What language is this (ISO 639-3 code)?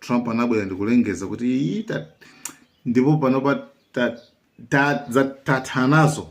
nya